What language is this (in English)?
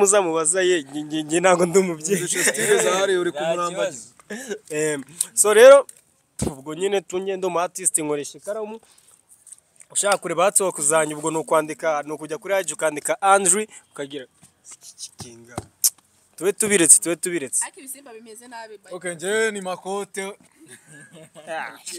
Kinyarwanda